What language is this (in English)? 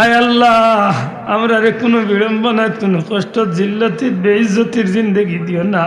Sylheti